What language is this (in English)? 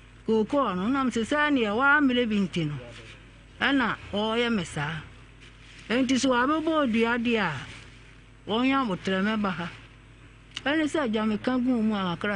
Akan